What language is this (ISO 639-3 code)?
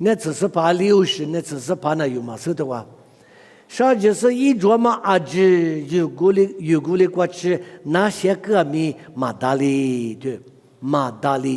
lis